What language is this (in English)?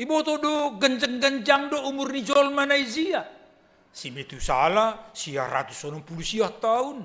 Batak Simalungun